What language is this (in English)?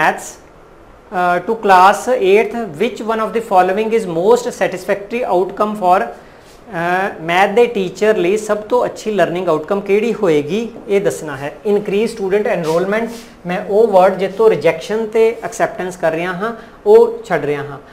Punjabi